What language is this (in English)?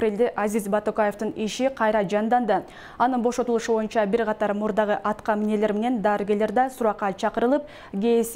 Kyrgyz